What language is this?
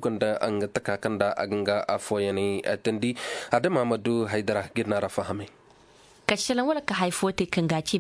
Koyraboro Senni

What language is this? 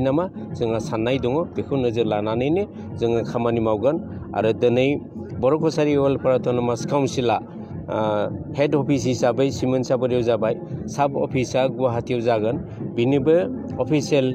Bodo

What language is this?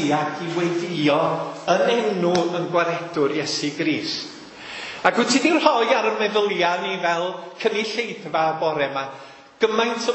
Welsh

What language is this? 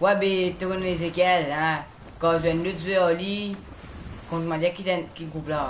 Morisyen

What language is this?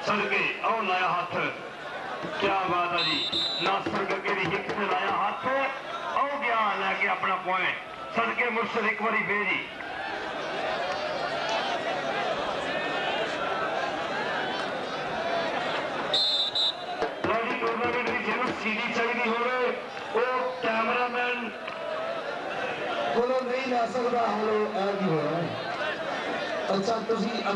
Punjabi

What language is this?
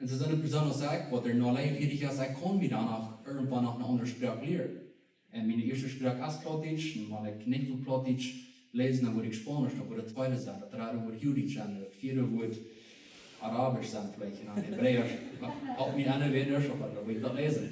Plautdietsch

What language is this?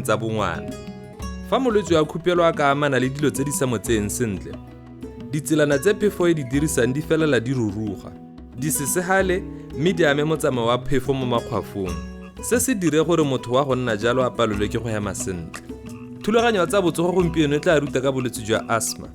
Tswana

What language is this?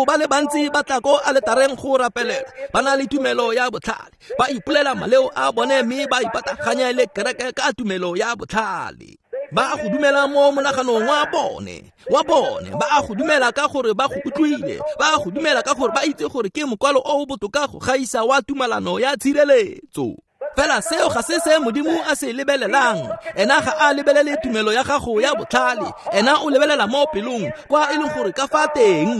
Tswana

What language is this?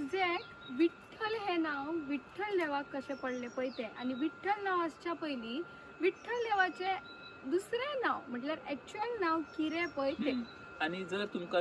Konkani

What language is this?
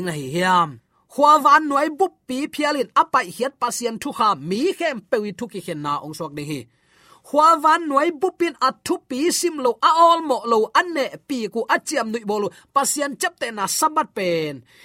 Tedim Chin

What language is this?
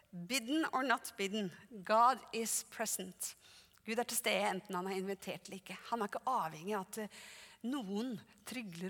Norwegian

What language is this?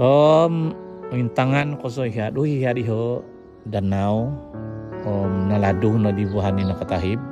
Central Dusun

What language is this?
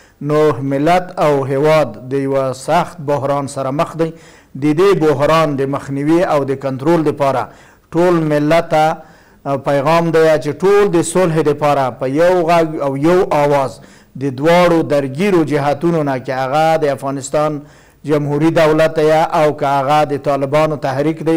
Pashto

